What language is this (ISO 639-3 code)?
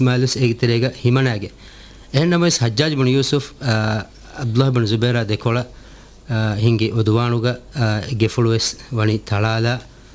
div